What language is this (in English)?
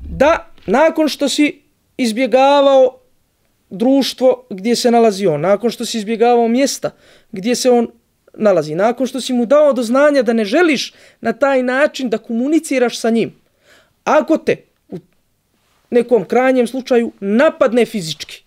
Bosnian